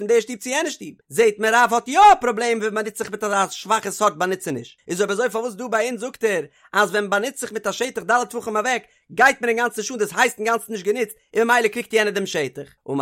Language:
Yiddish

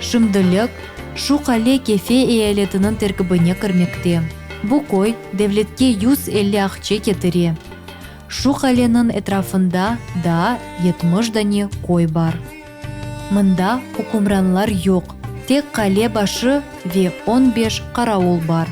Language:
Crimean Tatar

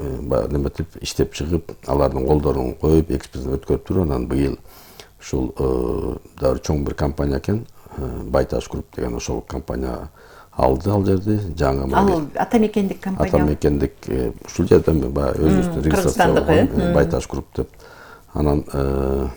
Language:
Kyrgyz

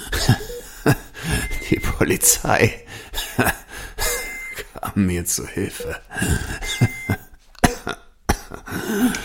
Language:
German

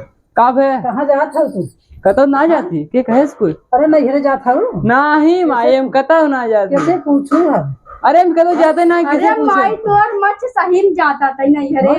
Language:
Awadhi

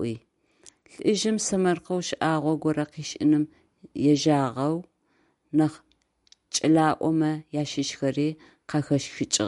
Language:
Adyghe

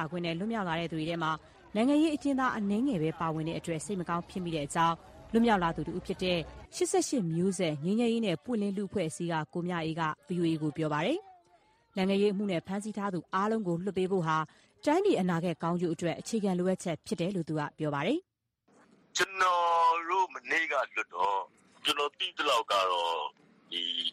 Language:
Burmese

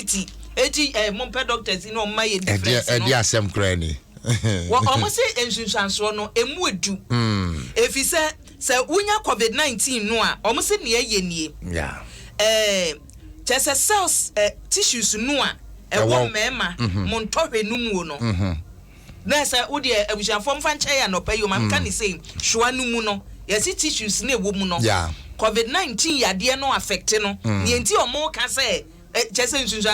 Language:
Akan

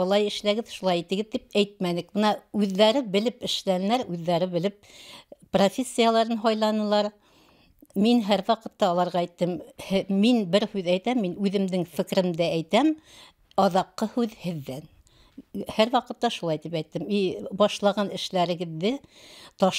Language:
Bashkir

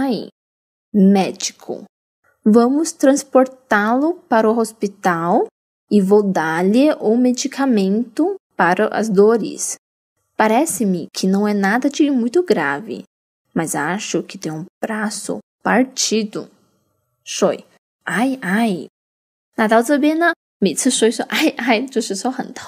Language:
Chinese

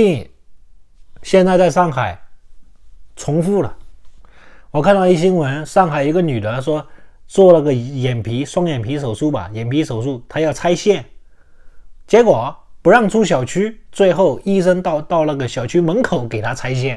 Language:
Chinese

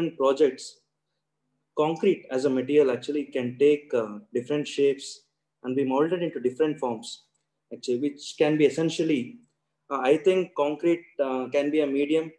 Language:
English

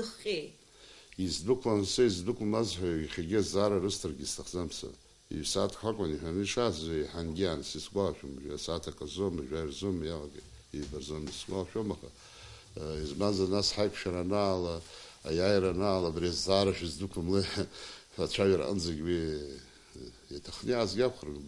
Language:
Abkhazian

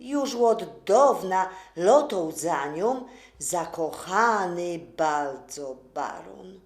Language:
Silesian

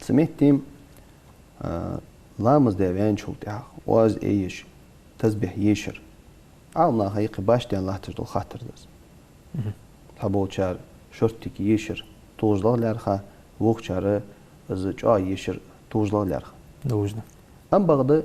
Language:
Ingush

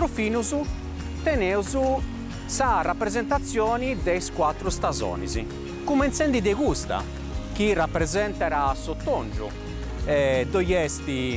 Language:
Sardinian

